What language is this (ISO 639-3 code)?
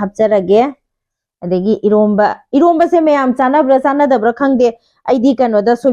mni